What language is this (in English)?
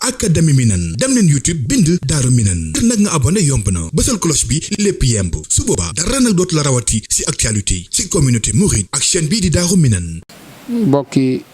Wolof